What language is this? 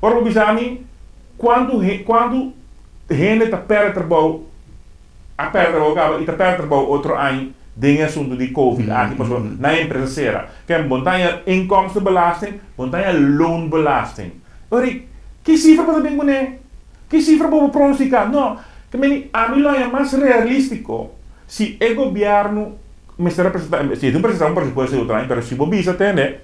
Papiamento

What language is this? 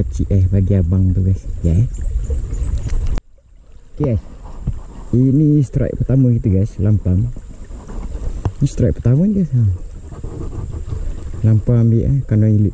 Malay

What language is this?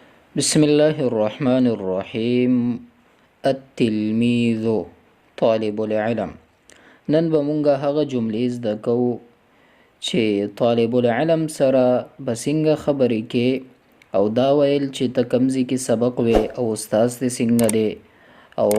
Pashto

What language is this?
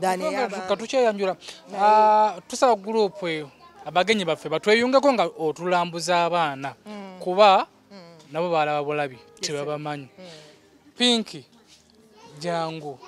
Ganda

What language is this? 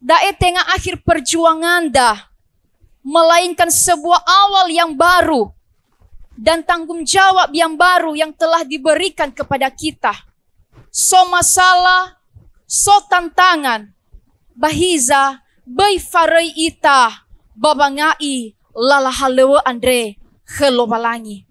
Nias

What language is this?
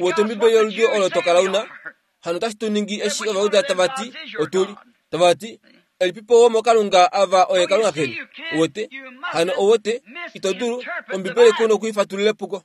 Kuanyama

